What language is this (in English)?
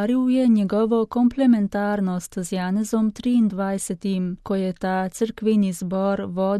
Slovenian